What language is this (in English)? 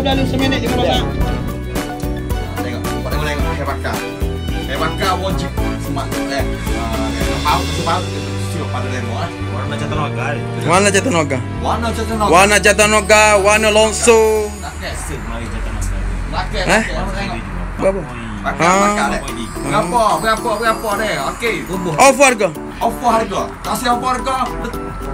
Malay